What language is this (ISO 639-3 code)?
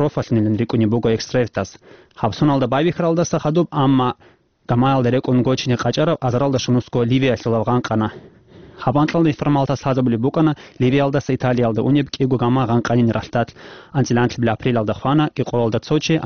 ava